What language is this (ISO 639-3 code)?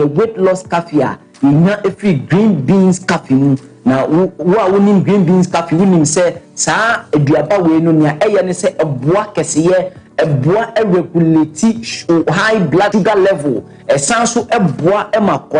aka